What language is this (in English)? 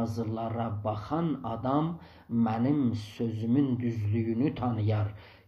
South Azerbaijani